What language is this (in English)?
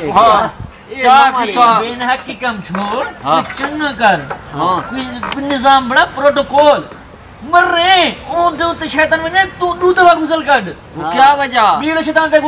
Saraiki